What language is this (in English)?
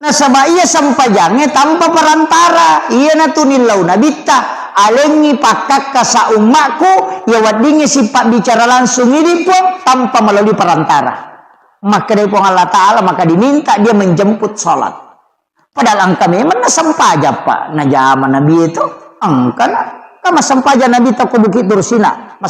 Buginese